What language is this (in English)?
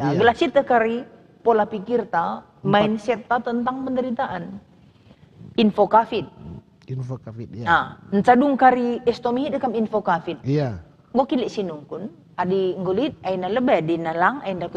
Batak Karo